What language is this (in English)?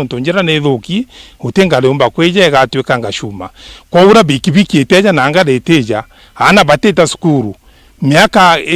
Meru